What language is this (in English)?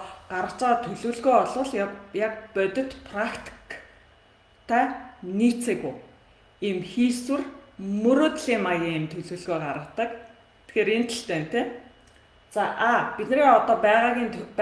Mongolian